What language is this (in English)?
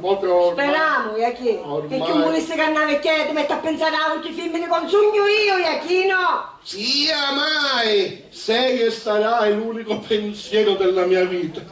Sicilian